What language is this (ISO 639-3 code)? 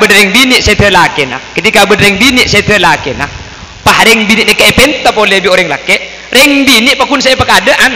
mad